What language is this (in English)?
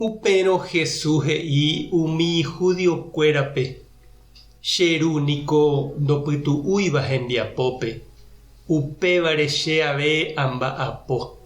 Guarani